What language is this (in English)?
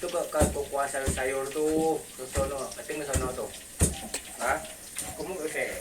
Minangkabau